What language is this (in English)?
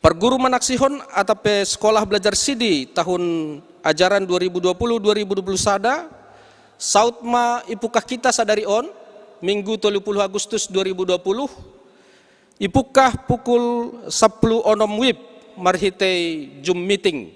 Batak Simalungun